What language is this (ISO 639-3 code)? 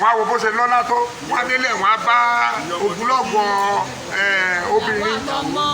yor